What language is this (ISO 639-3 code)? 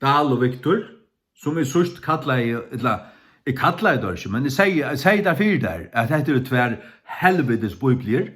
fao